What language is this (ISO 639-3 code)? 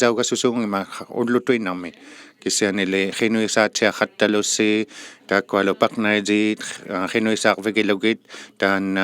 iku